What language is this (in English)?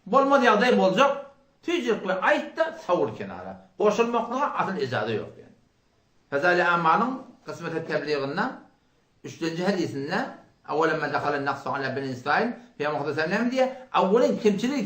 Turkmen